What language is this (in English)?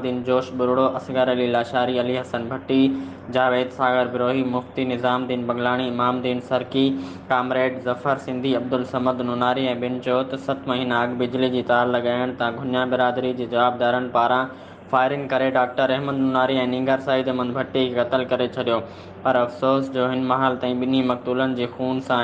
Sindhi